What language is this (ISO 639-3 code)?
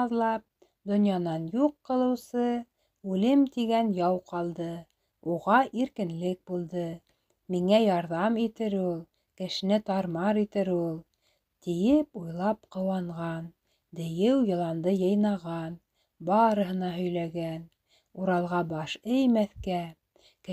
bak